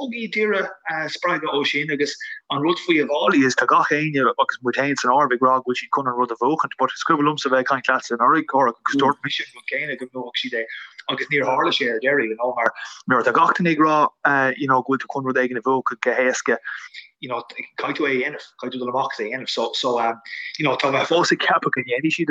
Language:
Irish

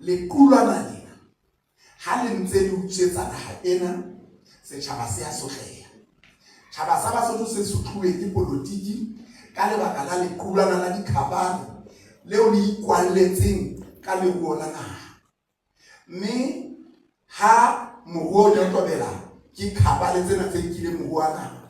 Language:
Southern Sotho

